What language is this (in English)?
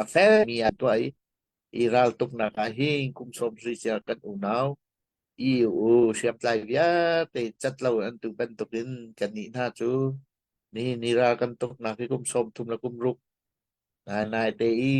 Hakha Chin